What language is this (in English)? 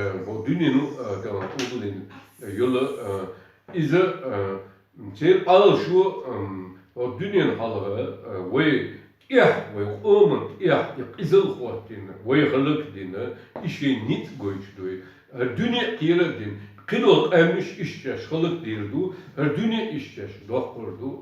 Chechen